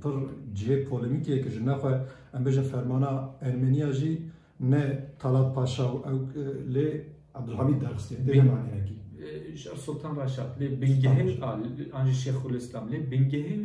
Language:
Kurdish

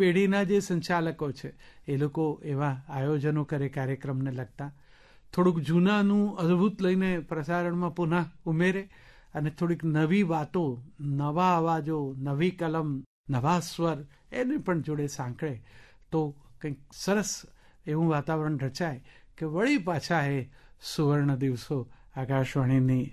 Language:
Gujarati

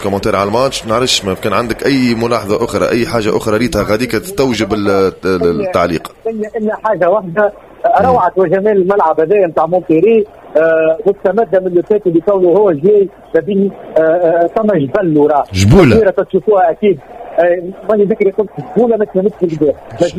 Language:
Tunisian Arabic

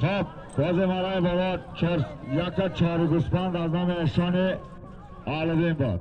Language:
Tajik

